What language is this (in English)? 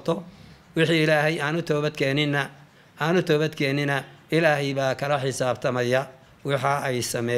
Somali